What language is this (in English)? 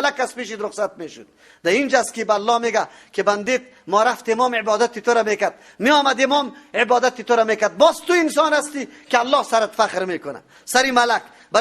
Persian